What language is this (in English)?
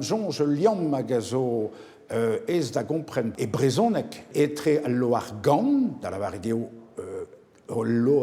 Breton